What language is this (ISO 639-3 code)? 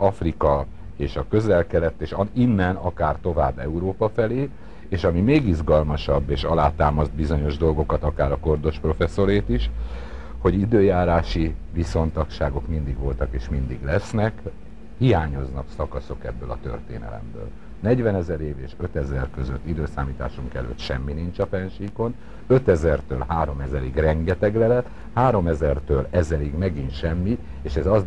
hun